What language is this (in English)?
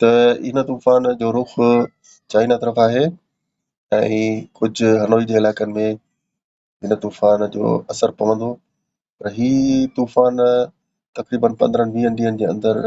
Sindhi